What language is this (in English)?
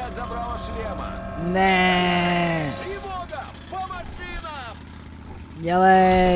Czech